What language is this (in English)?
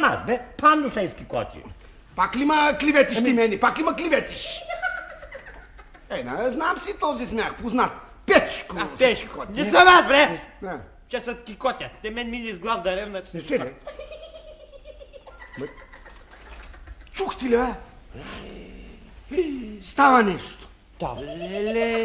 Bulgarian